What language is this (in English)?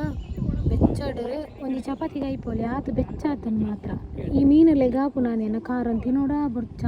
Tulu